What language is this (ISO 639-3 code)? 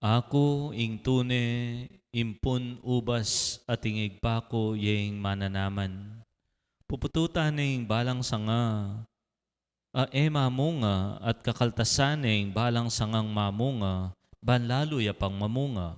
pam